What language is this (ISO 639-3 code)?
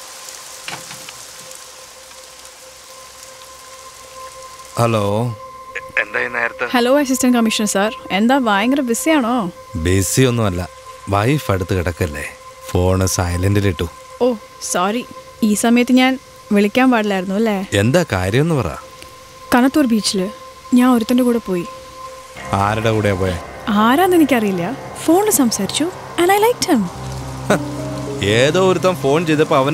mal